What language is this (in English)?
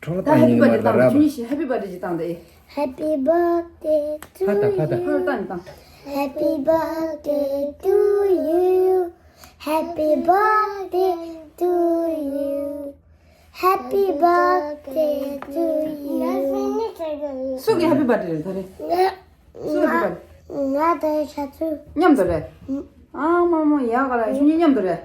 Tibetan